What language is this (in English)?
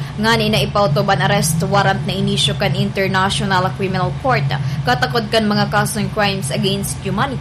Bikol